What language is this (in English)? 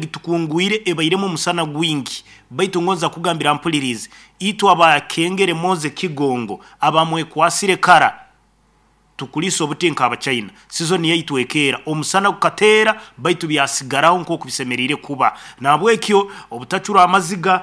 Nyoro